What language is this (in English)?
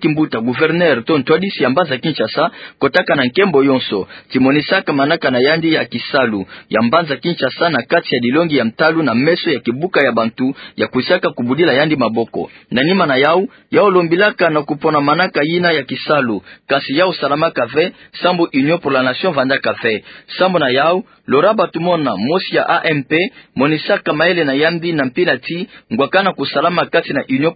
Kituba (Democratic Republic of Congo)